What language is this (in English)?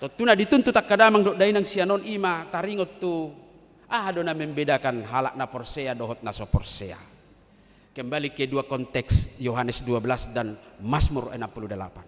Batak Toba